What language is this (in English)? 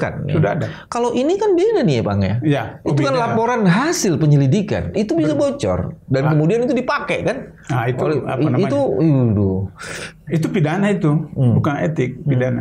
Indonesian